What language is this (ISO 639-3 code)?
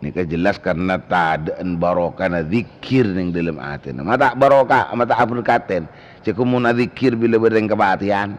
mad